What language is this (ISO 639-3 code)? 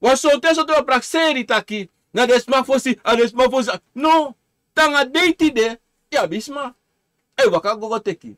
srn